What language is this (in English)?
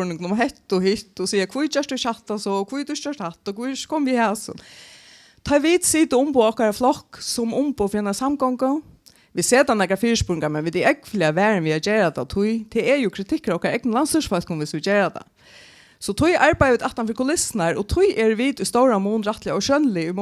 Faroese